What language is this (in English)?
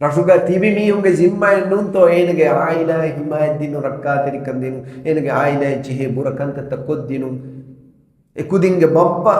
Divehi